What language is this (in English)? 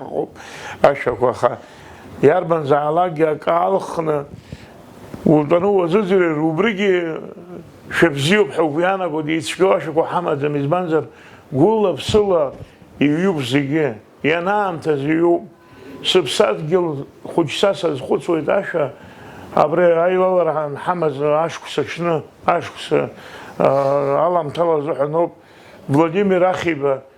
Abkhazian